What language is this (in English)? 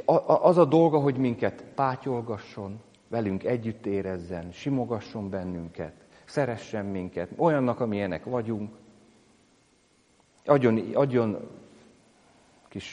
Hungarian